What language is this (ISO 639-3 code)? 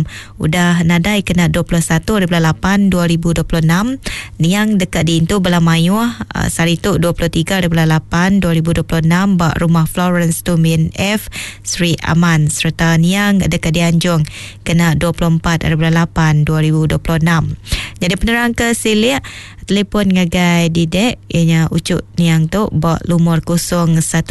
iba